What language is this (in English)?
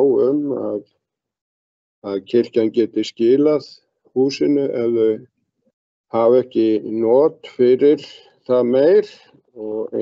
Icelandic